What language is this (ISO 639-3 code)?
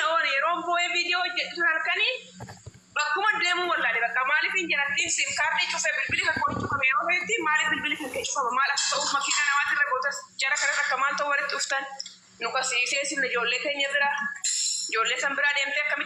orm